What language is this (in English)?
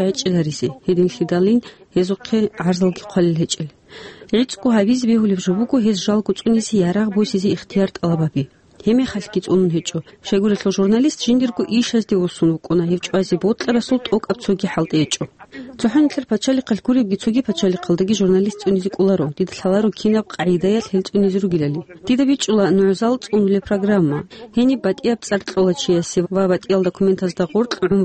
Avaric